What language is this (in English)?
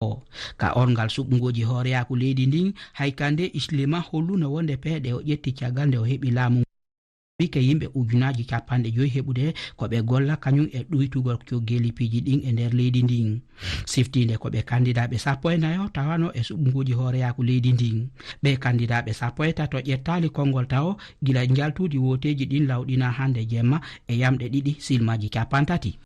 Fula